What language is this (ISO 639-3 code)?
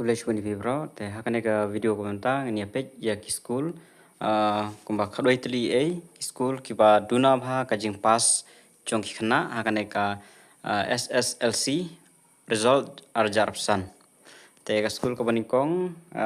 kha